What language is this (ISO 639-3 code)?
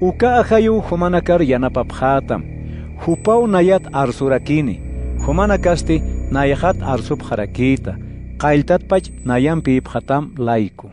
aym